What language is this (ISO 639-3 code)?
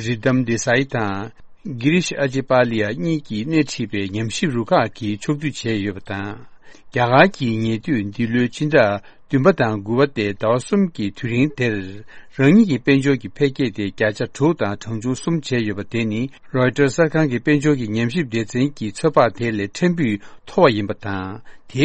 bod